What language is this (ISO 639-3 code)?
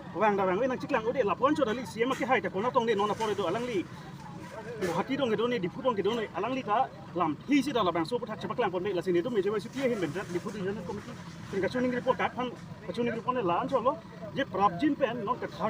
mjw